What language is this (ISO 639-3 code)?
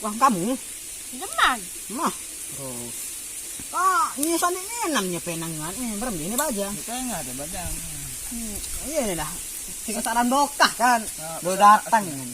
sas